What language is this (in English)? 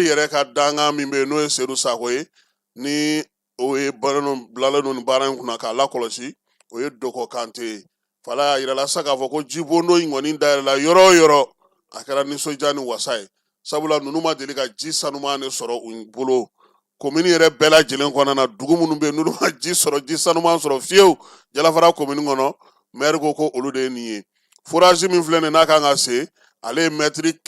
Bambara